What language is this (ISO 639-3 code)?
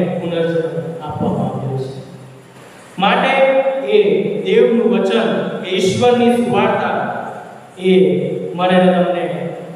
guj